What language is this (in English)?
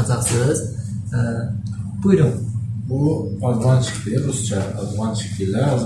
Azerbaijani